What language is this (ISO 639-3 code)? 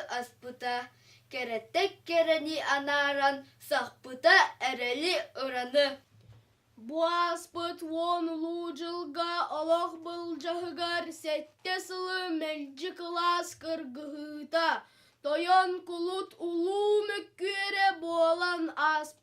sah